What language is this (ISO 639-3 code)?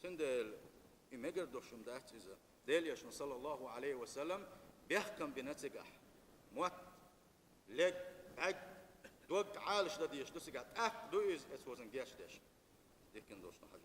che